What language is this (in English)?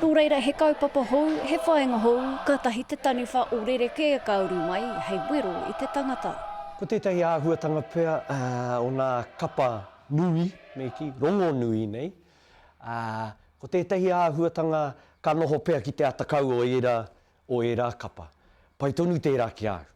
Māori